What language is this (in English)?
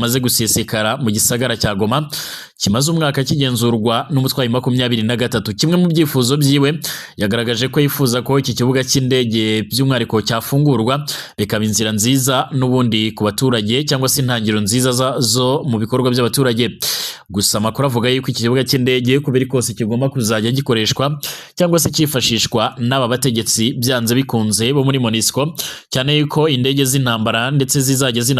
Kinyarwanda